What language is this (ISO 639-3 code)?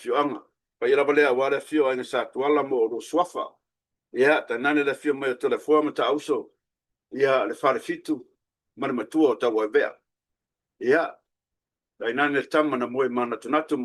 smo